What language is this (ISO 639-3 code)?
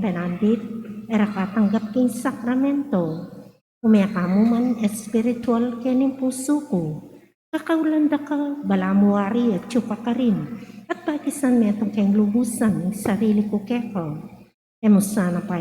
pam